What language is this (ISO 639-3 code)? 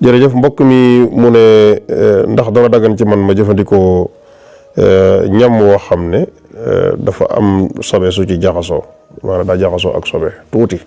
wol